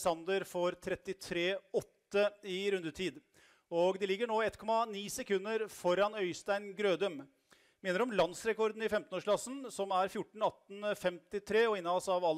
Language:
Norwegian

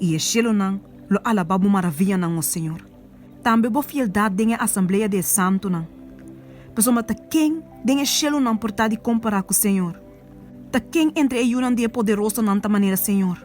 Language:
Papiamento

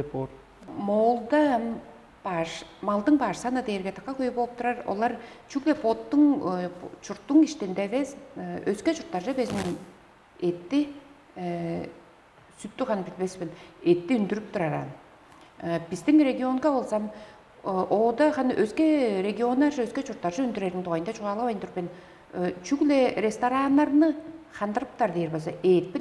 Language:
Tuvinian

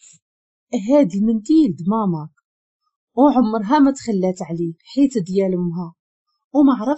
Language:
Moroccan Arabic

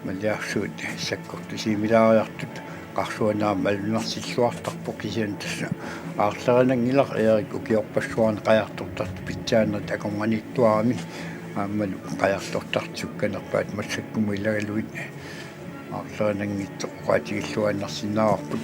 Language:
Kalaallisut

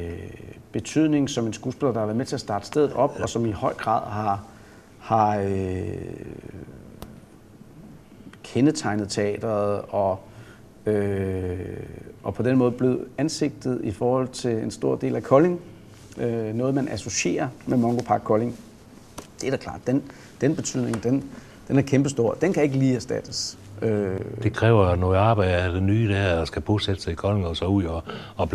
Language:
Danish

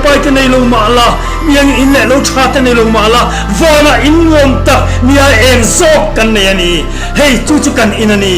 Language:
Mizo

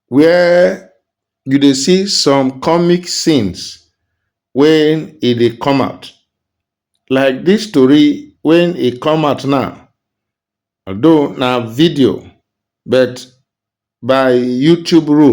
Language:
Nigerian Pidgin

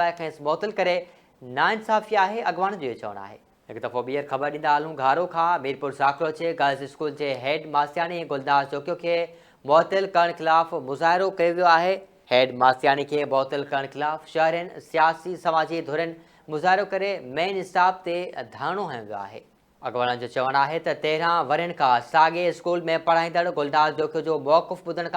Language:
Sindhi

